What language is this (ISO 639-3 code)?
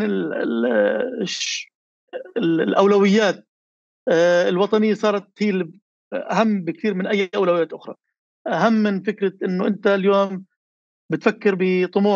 apc